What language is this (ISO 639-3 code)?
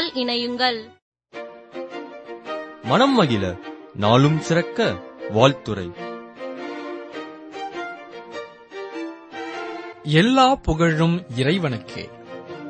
tam